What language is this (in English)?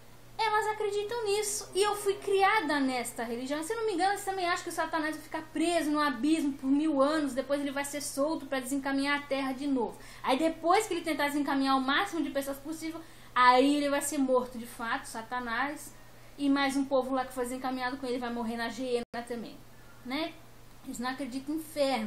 Portuguese